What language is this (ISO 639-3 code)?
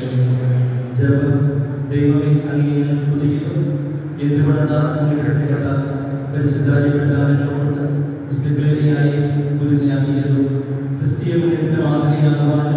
mal